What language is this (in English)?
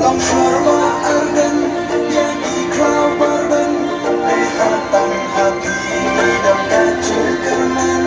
Khasi